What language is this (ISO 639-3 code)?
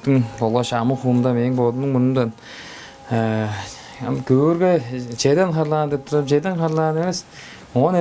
tyv